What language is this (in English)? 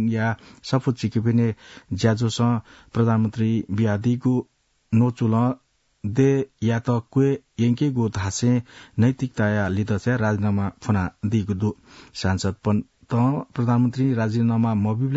Newari